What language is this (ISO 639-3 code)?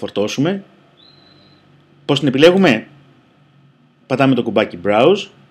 ell